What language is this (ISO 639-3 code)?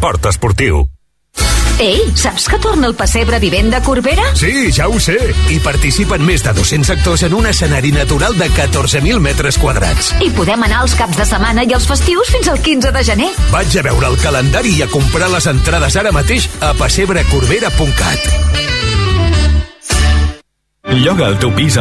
cat